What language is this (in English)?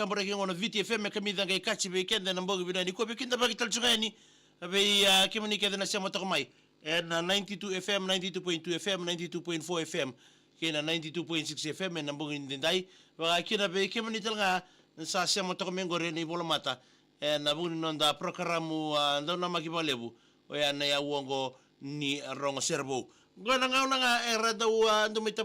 Fijian